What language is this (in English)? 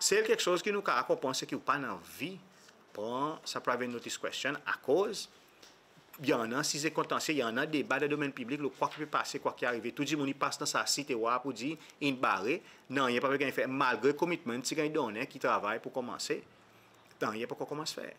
Seselwa Creole French